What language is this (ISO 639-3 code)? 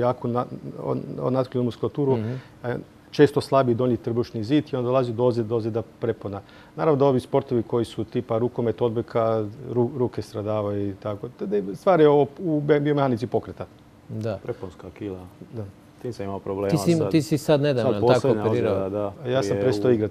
hrv